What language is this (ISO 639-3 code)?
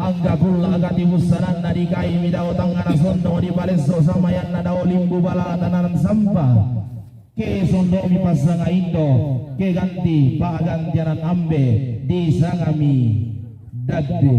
sda